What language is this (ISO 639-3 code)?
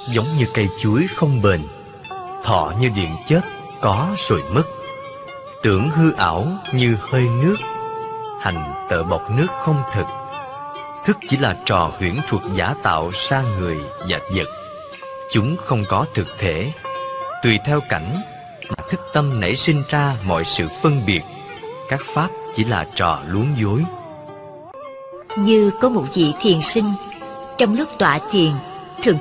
vie